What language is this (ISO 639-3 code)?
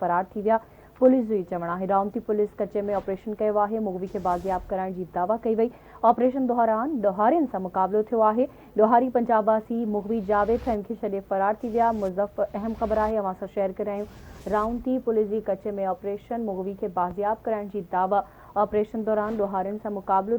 snd